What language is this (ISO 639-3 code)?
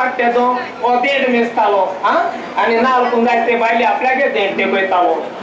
kok